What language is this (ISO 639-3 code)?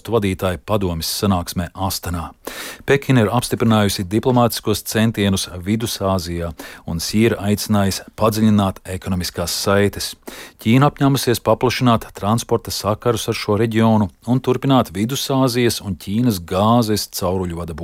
lav